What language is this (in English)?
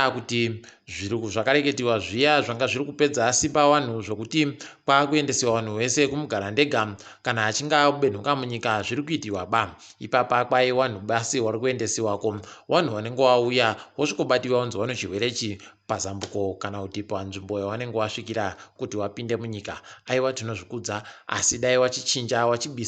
Ndau